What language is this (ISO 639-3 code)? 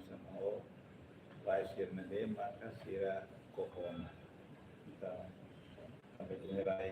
tet